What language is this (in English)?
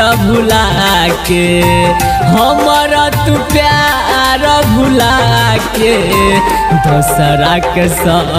Bhojpuri